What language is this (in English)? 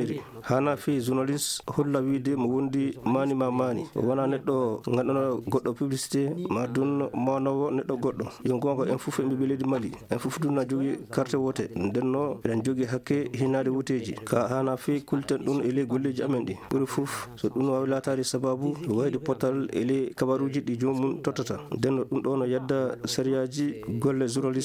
Fula